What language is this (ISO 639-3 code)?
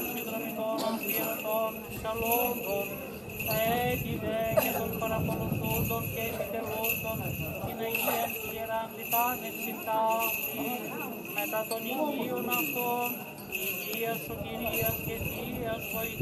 ell